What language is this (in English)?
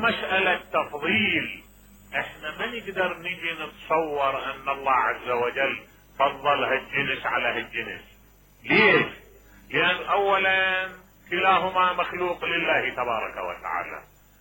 Mesopotamian Arabic